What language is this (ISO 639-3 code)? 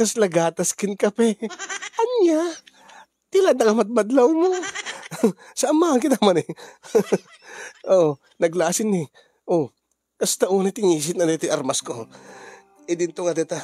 ilo